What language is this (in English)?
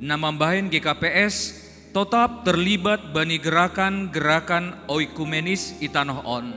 Batak Simalungun